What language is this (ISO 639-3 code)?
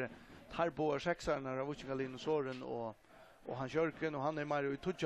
fao